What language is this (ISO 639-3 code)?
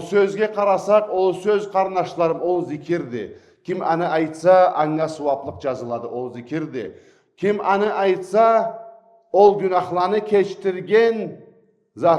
krc